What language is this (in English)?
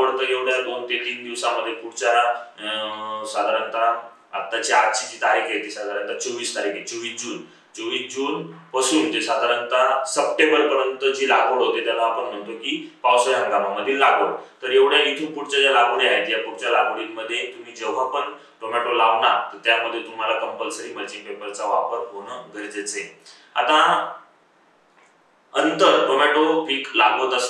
Marathi